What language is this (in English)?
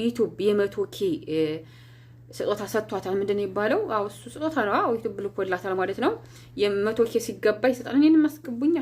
Amharic